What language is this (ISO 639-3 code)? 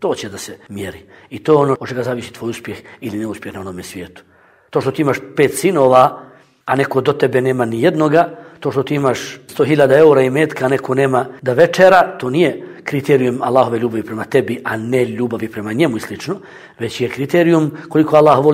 bos